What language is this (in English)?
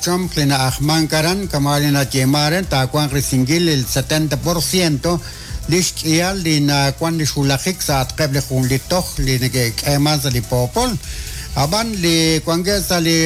Kekchí